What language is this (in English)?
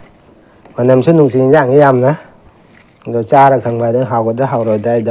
Manipuri